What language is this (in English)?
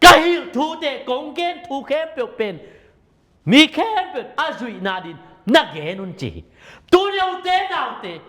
Tedim Chin